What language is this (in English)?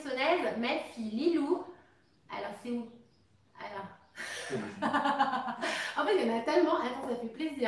French